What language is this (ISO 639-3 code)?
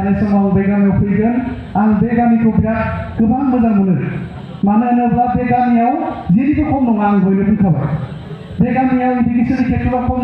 brx